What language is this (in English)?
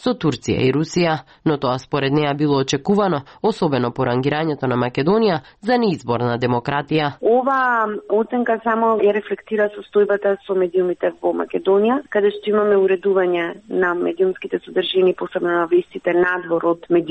Macedonian